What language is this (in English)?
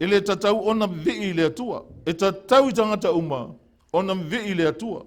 Samoan